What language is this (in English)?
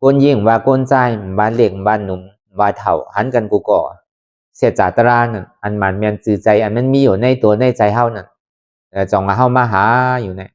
Shan